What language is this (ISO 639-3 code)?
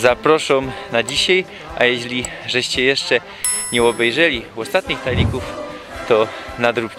szl